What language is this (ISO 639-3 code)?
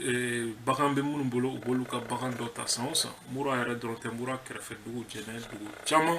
bam